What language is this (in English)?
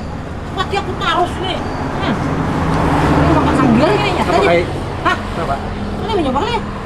Banjar